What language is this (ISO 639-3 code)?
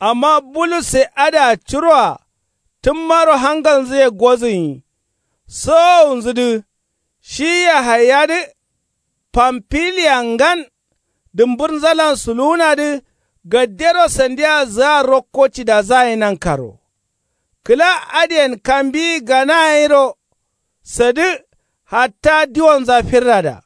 kau